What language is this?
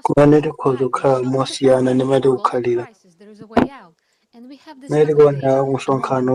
Nyanja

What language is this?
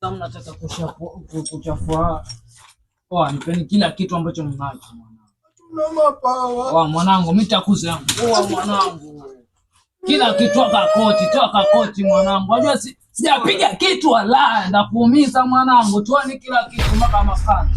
Swahili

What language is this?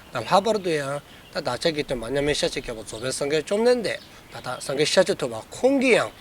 Dzongkha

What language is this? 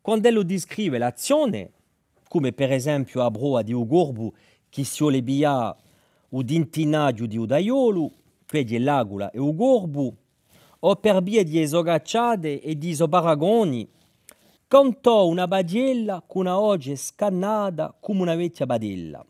Corsican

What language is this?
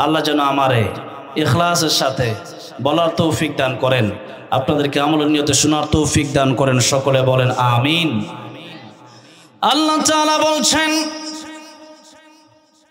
Bangla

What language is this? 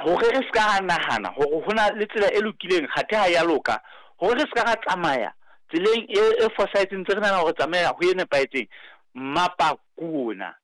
Southern Sotho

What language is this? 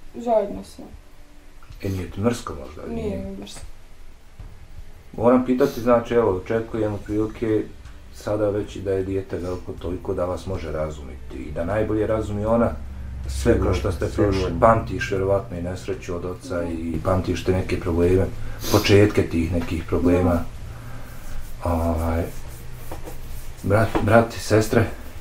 Bosnian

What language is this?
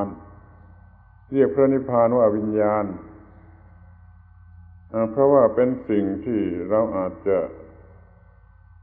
Thai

